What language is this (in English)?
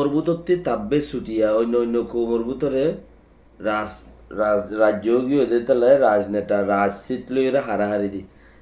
Rohingya